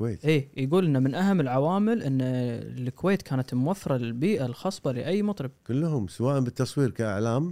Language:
Gulf Arabic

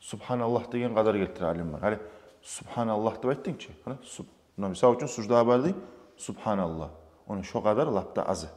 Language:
Kumyk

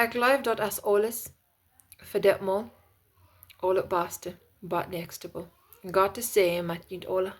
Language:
Plautdietsch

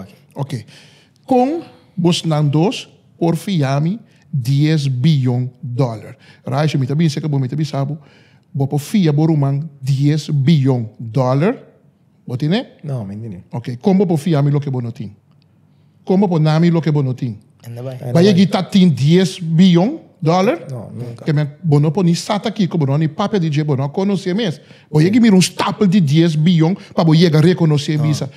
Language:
Papiamento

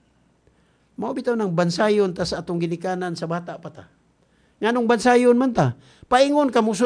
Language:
Cebuano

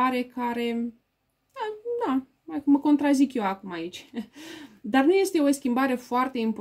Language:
Romanian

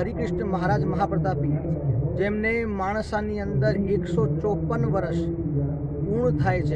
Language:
Gujarati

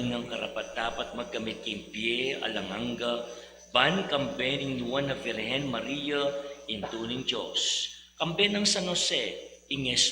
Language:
Pampanga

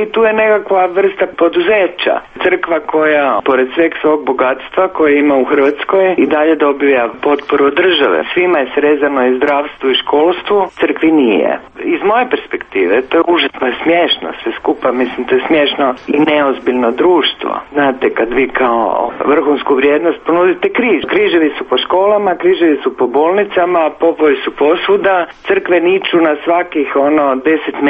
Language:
Croatian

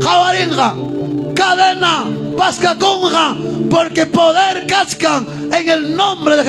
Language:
Ayacucho Quechua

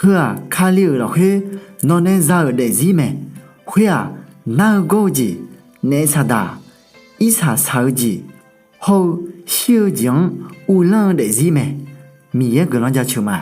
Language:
Akha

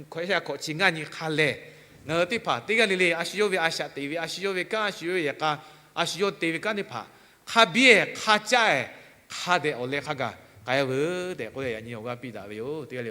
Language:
Lahu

